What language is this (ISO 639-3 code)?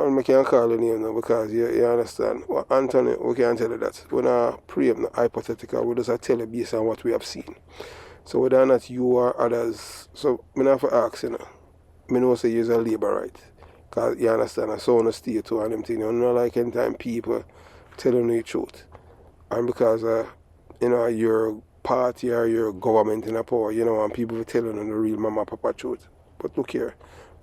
jam